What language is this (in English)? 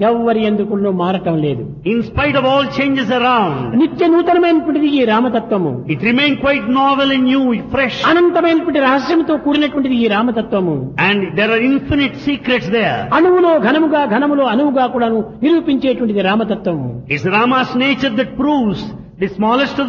Telugu